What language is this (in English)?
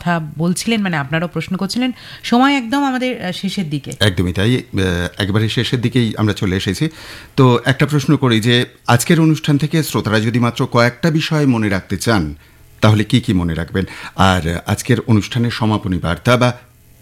Bangla